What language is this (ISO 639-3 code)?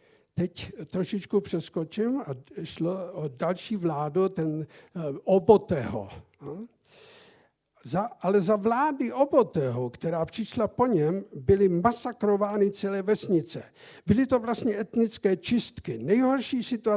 ces